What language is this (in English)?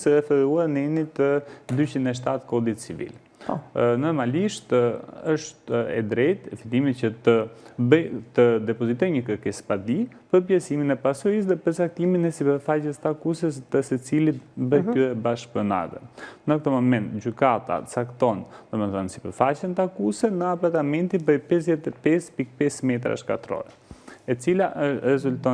Albanian